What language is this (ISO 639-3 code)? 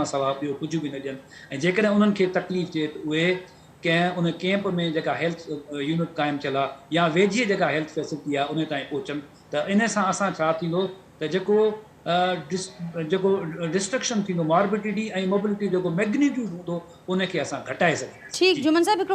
snd